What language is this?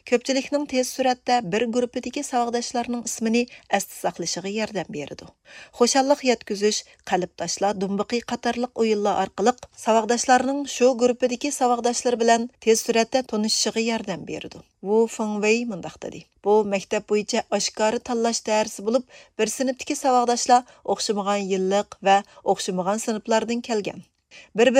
Uyghur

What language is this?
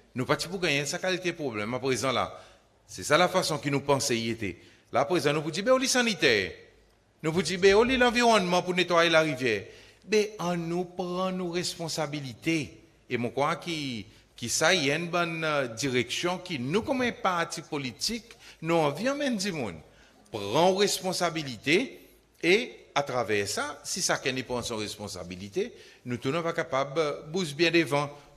Seselwa Creole French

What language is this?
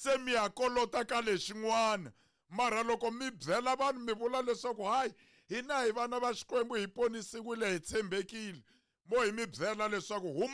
Tsonga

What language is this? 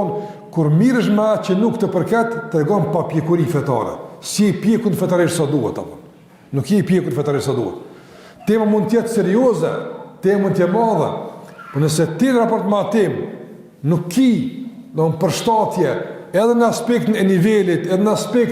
Albanian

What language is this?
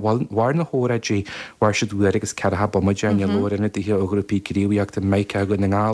Irish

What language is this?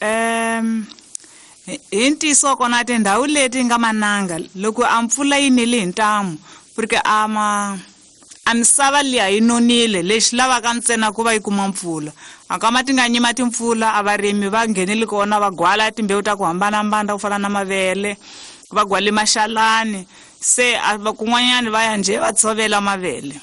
Tsonga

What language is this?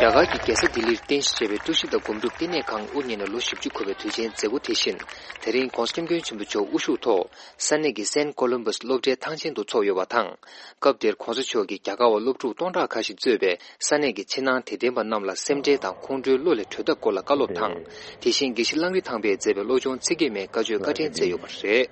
Tibetan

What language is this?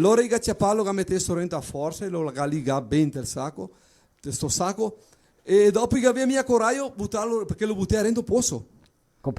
Venetian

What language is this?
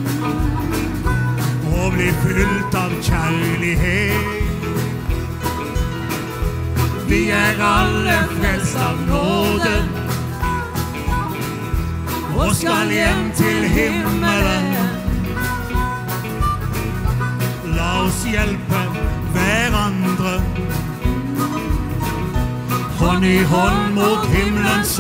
Norwegian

